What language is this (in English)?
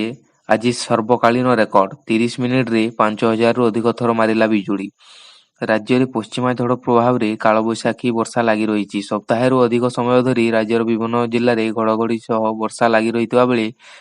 Odia